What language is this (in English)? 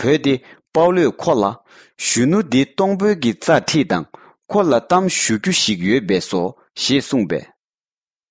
Tibetan